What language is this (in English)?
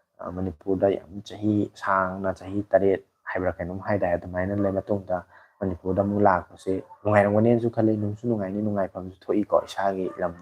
Manipuri